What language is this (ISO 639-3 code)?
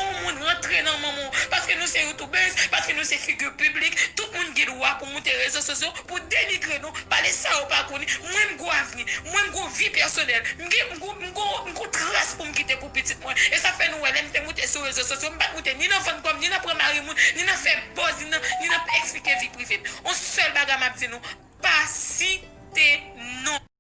hat